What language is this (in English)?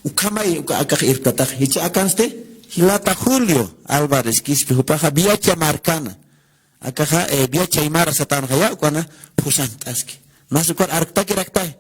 Aymara